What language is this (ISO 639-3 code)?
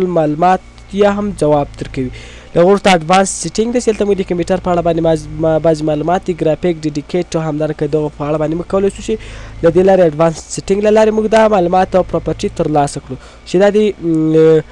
pus